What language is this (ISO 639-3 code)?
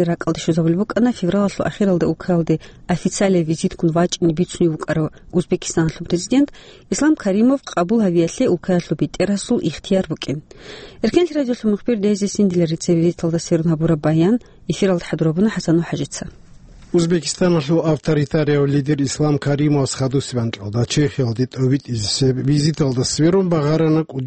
ava